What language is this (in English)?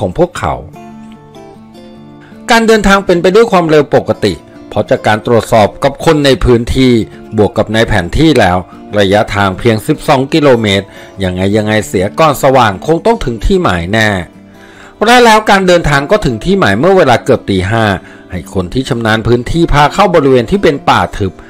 Thai